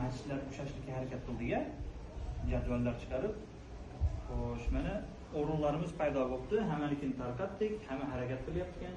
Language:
Uzbek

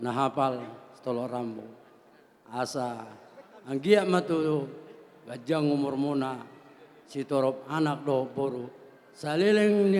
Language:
Batak Toba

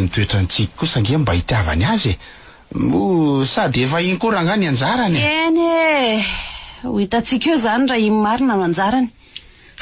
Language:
Malagasy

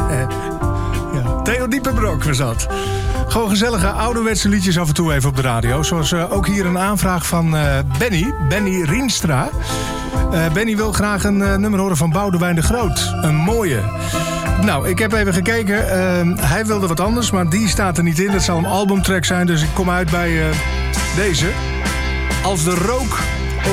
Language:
Dutch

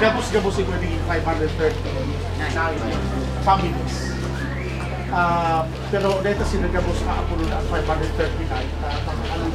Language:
Bikol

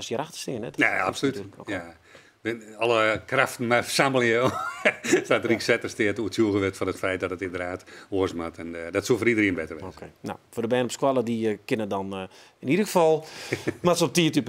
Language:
Western Frisian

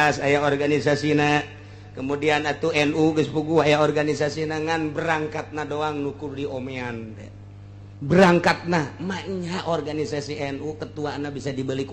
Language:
Sundanese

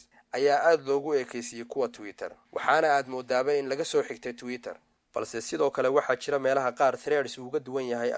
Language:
Somali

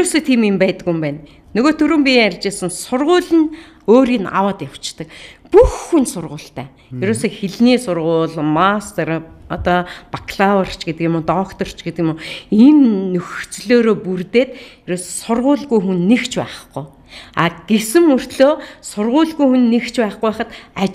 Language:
Mongolian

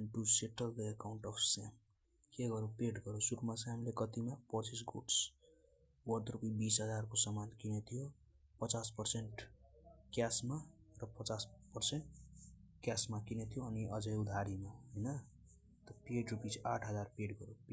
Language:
Nepali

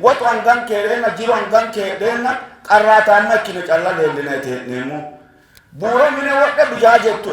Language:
Sidamo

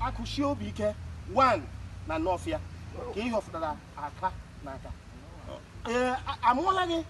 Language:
Igbo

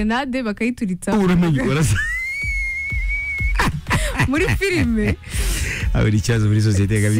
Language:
Kinyarwanda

